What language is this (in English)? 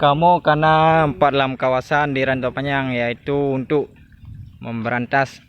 Achinese